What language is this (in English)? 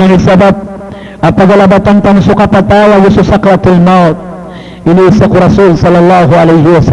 Maranao